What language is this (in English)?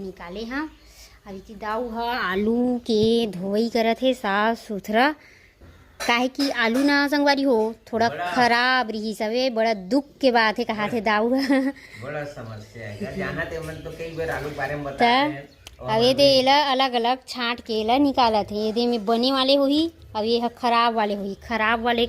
Chhattisgarhi